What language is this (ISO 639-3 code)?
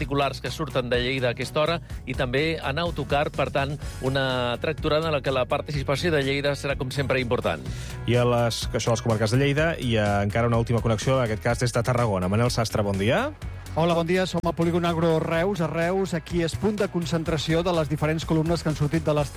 cat